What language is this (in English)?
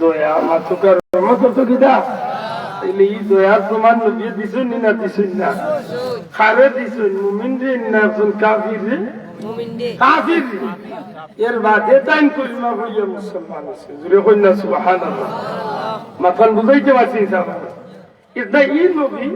Sylheti